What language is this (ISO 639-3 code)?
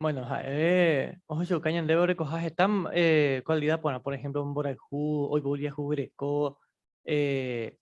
grn